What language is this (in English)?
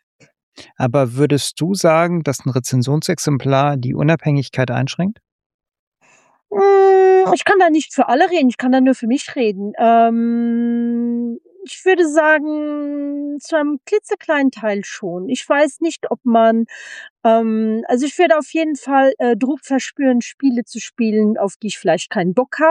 German